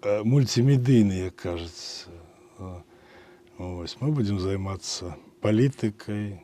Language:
Belarusian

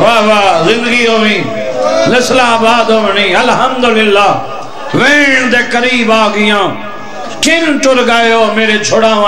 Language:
Saraiki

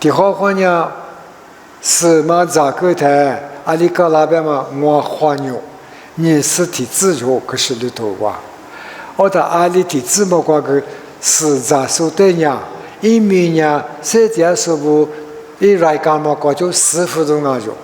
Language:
Lisu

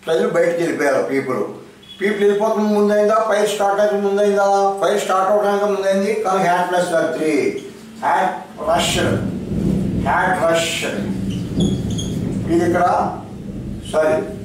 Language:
Telugu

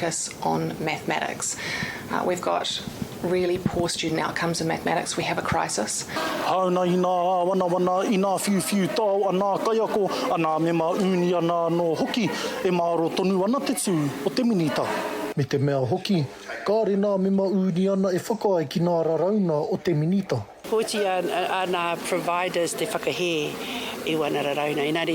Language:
Māori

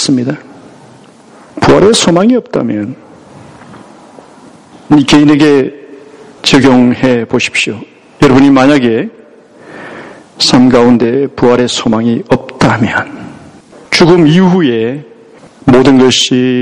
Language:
Korean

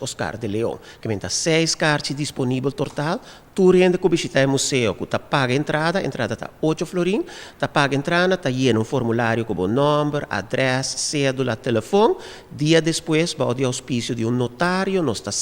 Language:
Papiamento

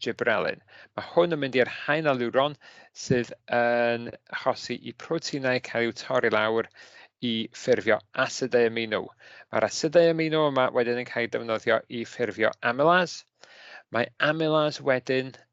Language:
Welsh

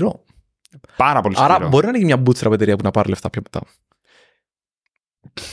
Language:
Greek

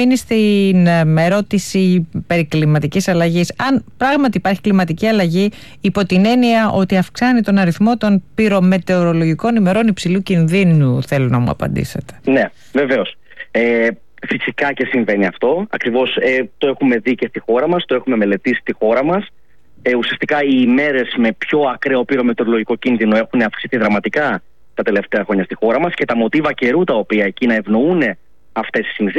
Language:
Greek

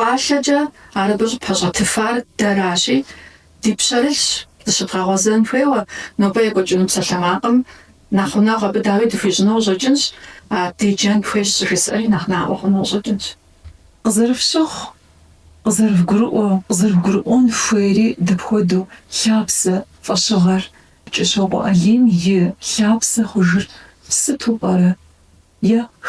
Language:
Kabardian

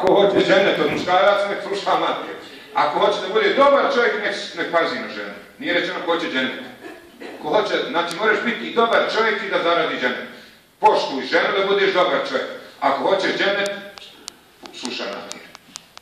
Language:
Bosnian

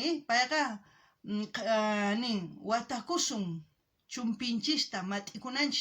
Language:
South Bolivian Quechua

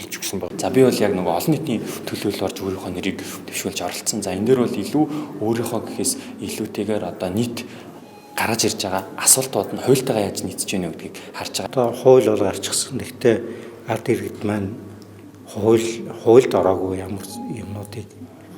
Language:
Mongolian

